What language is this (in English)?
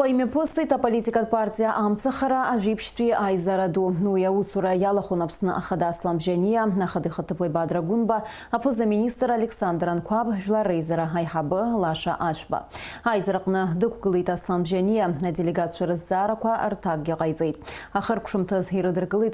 Abkhazian